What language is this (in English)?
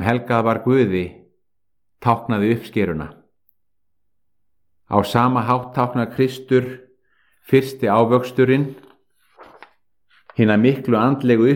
Icelandic